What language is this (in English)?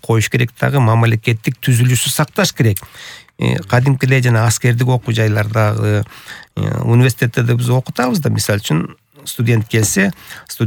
Kyrgyz